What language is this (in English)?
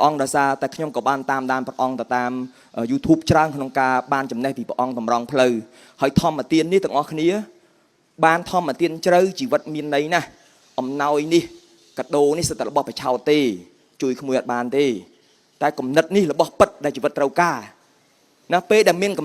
Khmer